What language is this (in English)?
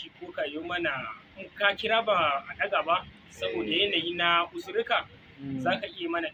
Hausa